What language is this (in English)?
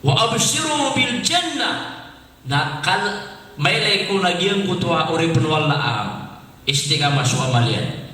Maranao